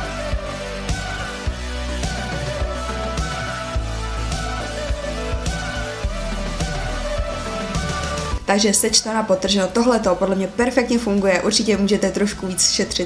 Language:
Czech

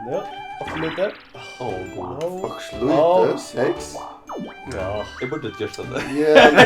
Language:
Faroese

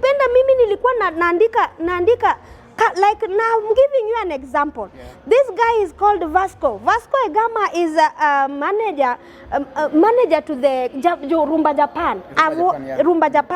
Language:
Luo (Kenya and Tanzania)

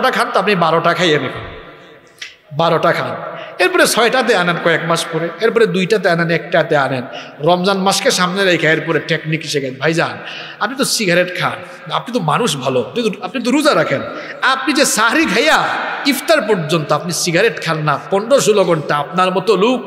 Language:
Bangla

